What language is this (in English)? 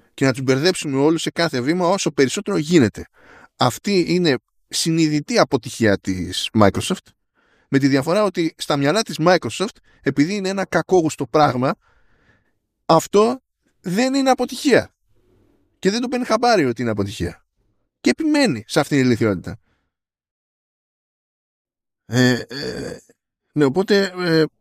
Greek